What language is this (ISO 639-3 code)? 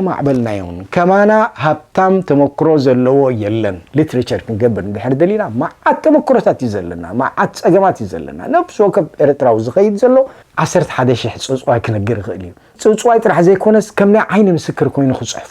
tir